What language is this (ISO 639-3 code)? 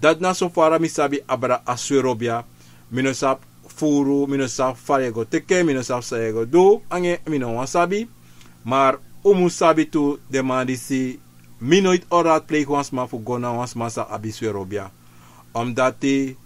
srn